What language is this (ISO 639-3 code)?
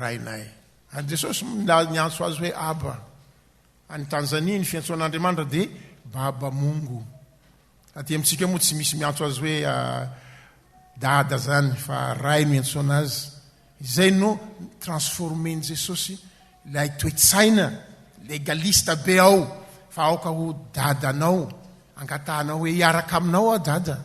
mlg